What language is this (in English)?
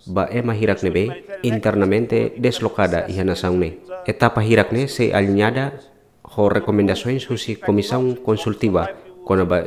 Tetum